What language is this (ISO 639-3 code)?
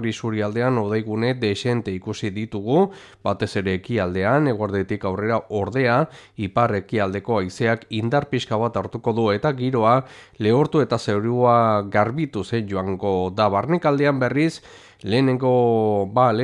eus